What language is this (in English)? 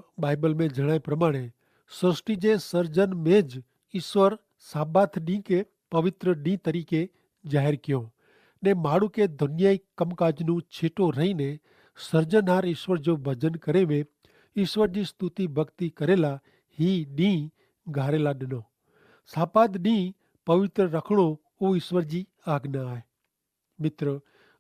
Kachhi